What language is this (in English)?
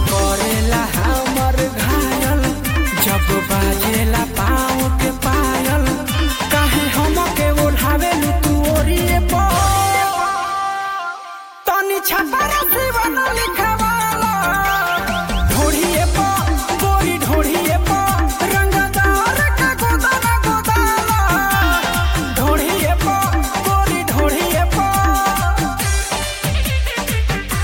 Bhojpuri